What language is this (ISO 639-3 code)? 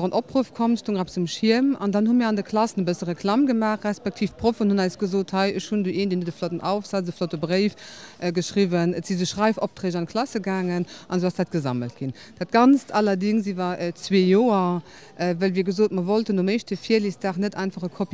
ltz